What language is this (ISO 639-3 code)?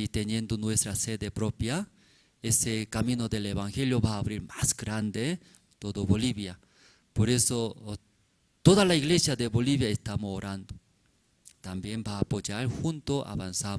aym